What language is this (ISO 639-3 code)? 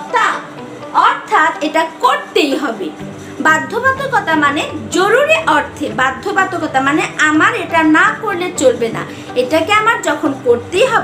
ben